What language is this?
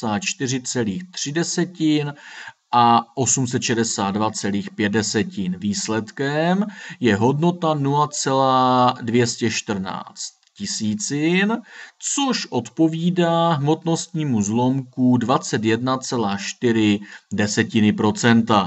Czech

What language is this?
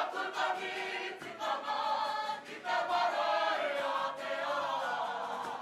Māori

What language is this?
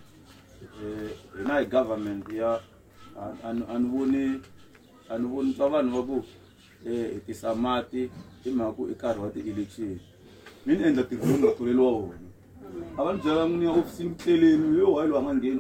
Tsonga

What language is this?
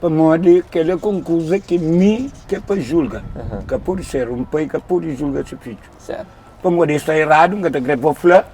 Kabuverdianu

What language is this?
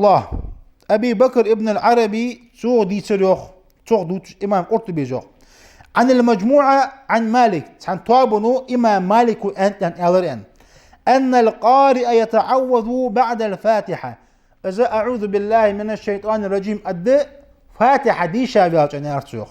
Ingush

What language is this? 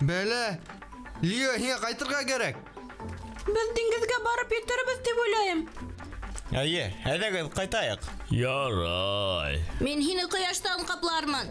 Bashkir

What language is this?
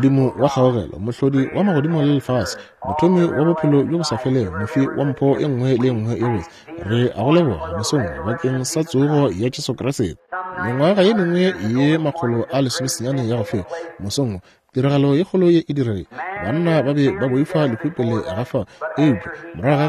Northern Sotho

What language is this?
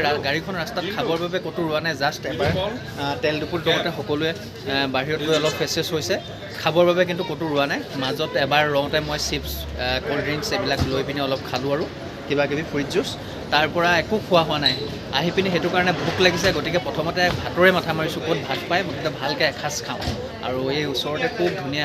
Assamese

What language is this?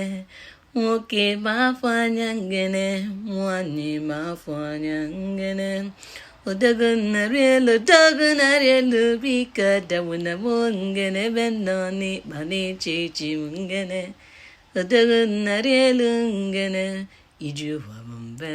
Igbo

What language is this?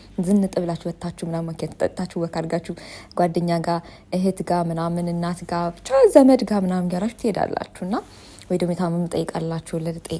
Amharic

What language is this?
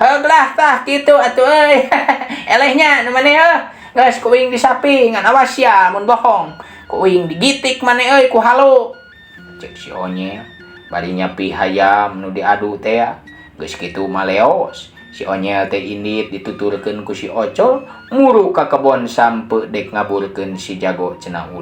Sundanese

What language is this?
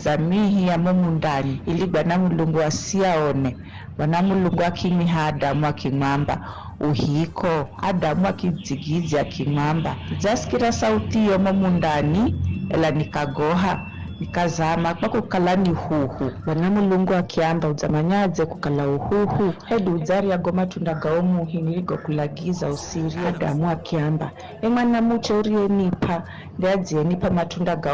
Giryama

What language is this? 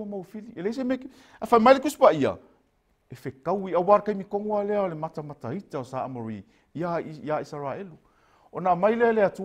Samoan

